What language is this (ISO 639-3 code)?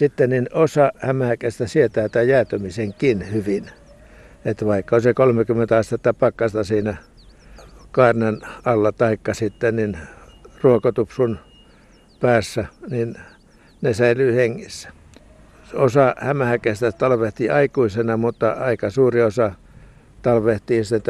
fin